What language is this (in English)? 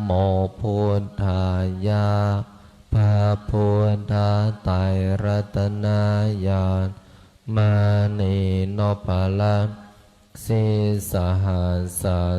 Pali